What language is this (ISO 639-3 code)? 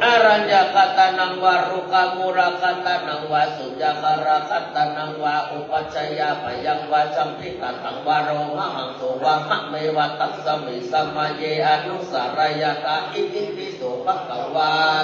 pli